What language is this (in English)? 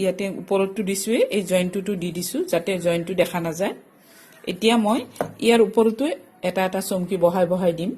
Assamese